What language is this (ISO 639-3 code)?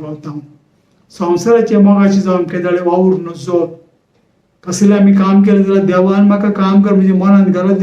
kok